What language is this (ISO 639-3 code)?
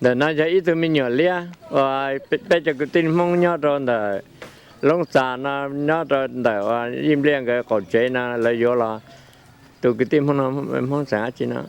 hmn